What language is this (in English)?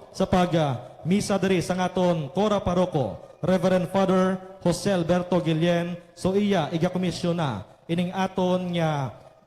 Hiligaynon